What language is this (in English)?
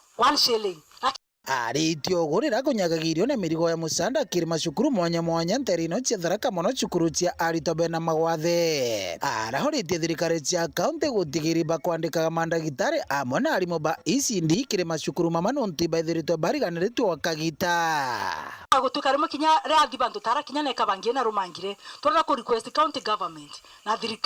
Meru